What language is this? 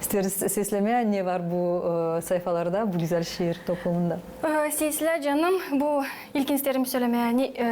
Gagauz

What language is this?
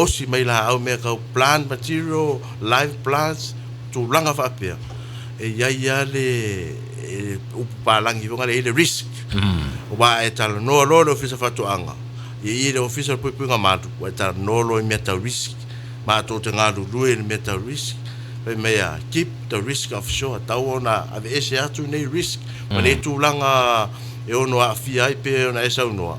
Samoan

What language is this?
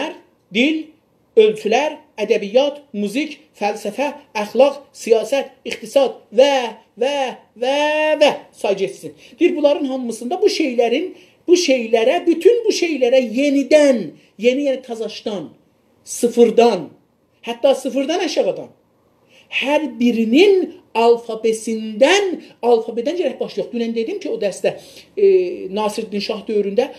South Azerbaijani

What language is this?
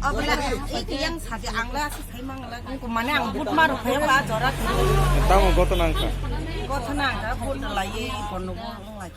Kok Borok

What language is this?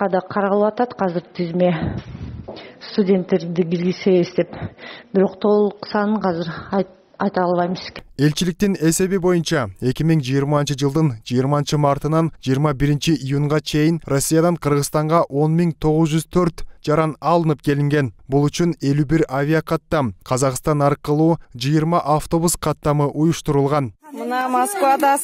Kyrgyz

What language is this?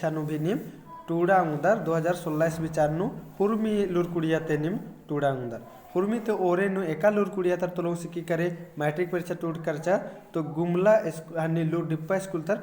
Kurukh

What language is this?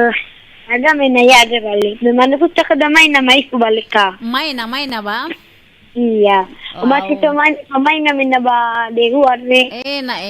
Nias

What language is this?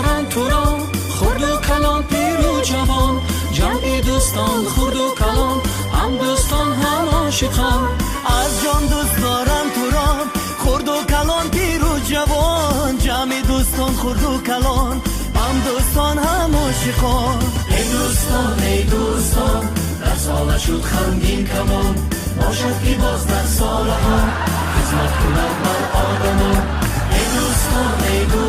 Tajik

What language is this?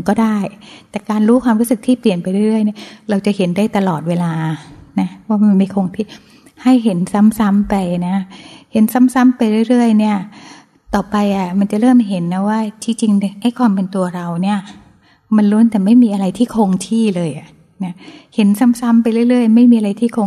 Thai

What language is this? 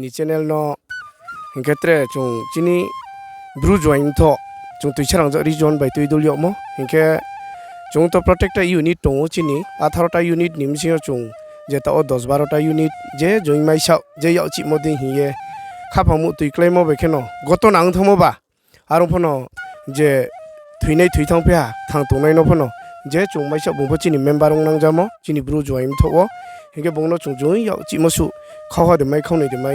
Riang (India)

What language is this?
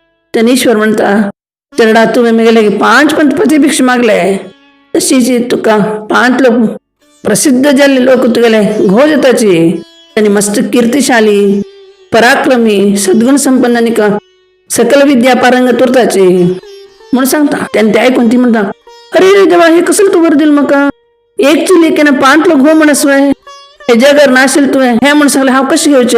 Konkani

